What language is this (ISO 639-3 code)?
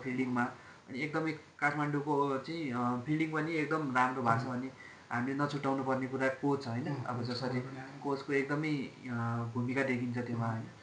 nep